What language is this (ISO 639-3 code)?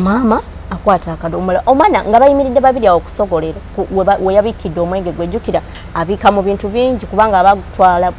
lug